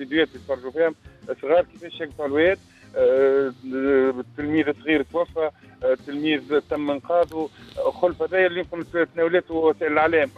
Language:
Tunisian Arabic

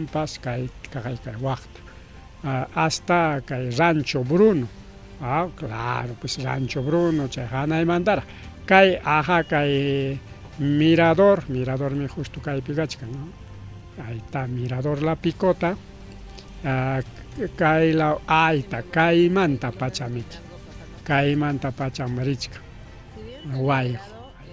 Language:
Ayacucho Quechua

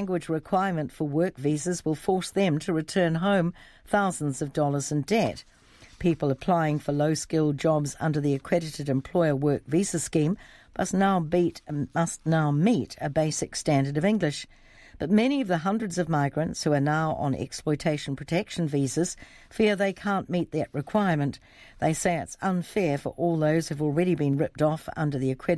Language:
English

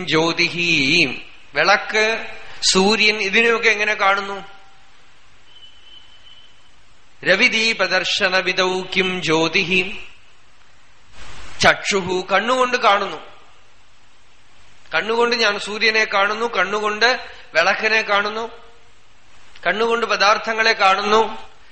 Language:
Malayalam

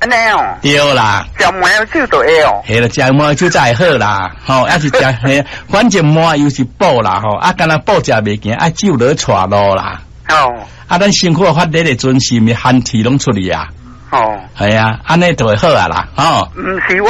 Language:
Min Nan Chinese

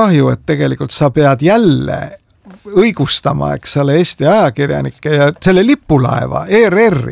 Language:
Estonian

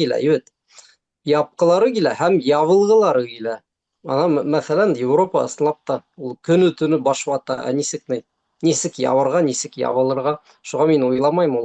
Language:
Bashkir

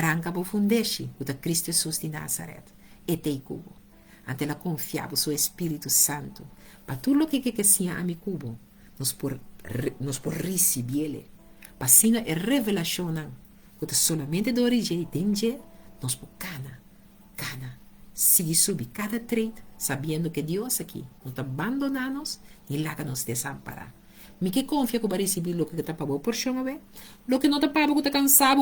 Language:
Papiamento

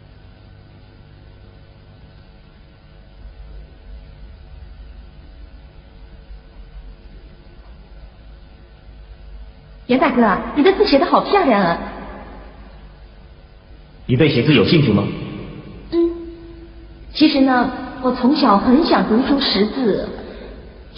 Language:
Chinese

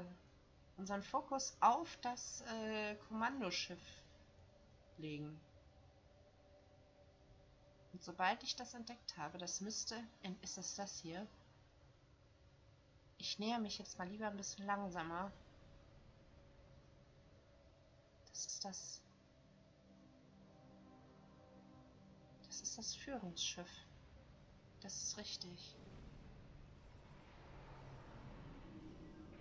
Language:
German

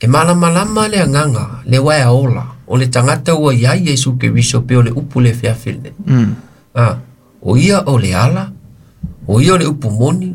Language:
Samoan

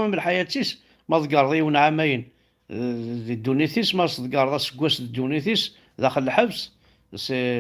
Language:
Kabyle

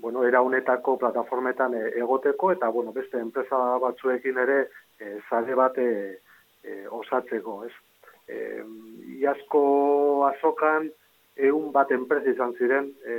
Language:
Basque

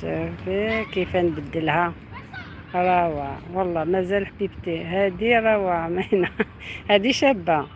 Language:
Algerian Arabic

